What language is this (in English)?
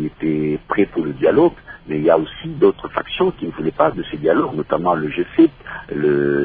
French